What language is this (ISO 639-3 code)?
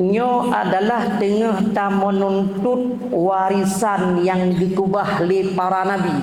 ace